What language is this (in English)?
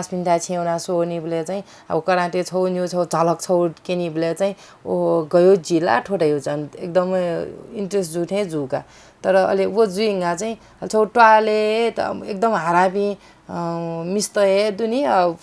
Newari